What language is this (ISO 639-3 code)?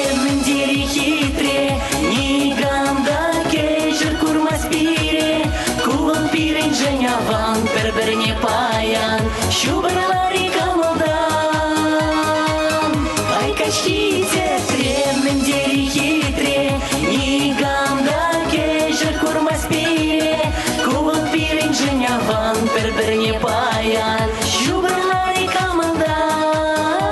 chv